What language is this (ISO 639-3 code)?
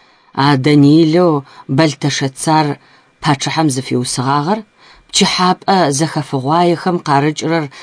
ady